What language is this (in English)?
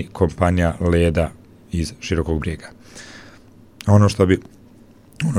Bosnian